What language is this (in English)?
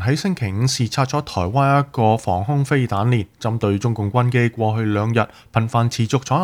Cantonese